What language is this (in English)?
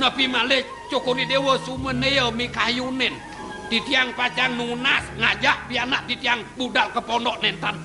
Balinese